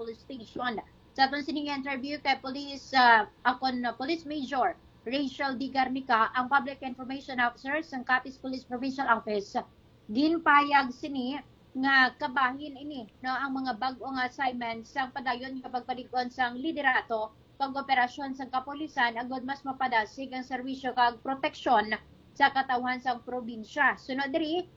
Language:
Hiligaynon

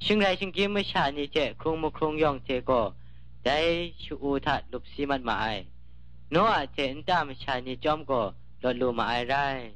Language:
Kachin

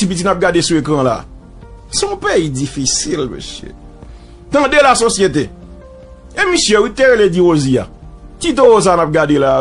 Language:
Haitian Creole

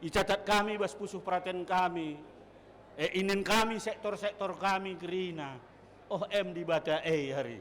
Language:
Batak Karo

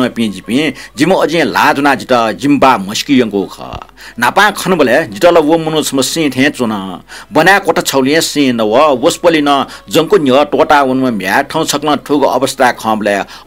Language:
Newari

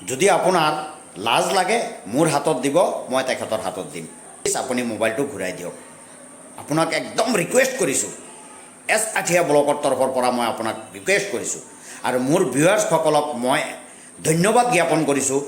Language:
Assamese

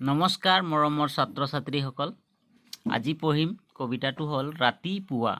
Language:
Assamese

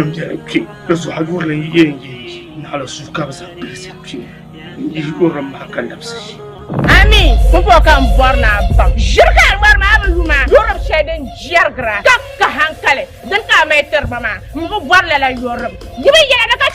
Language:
Dagbani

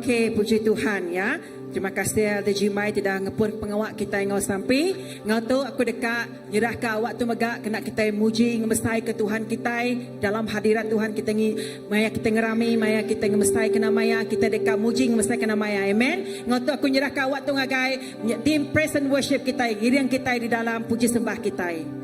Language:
Iban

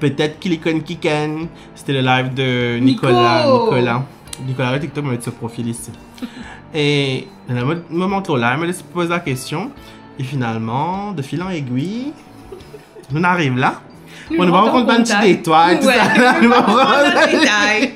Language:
Morisyen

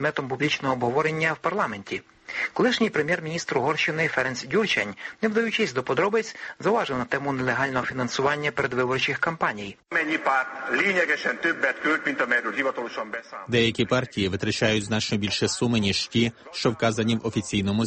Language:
Ukrainian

